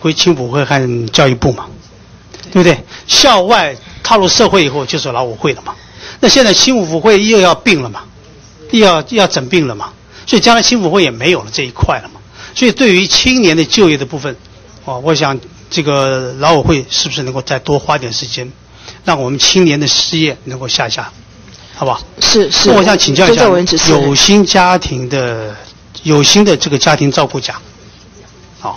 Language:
Chinese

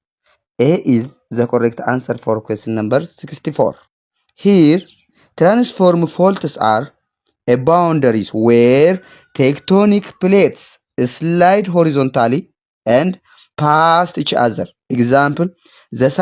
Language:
English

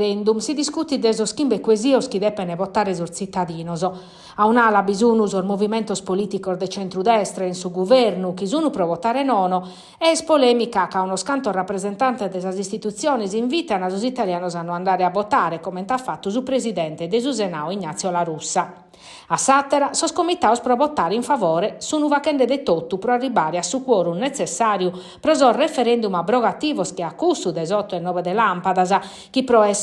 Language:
Sardinian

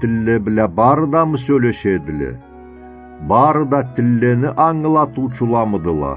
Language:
Karachay-Balkar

